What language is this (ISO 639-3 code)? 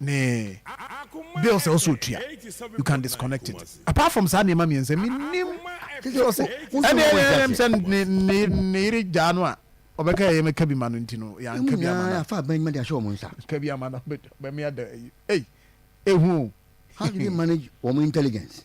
aka